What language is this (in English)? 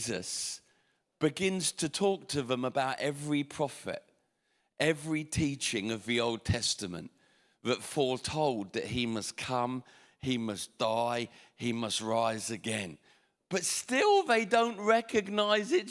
English